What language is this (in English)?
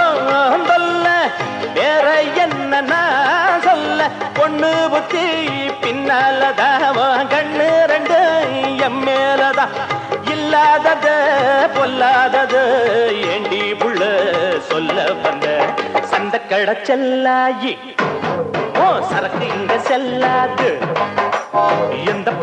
Tamil